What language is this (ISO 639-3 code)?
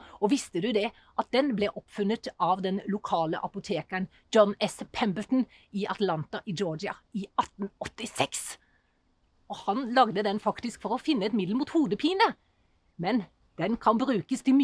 nor